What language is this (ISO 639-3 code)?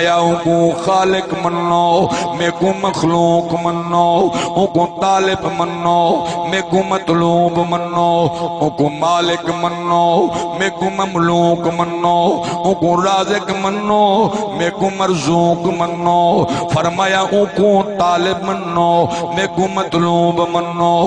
skr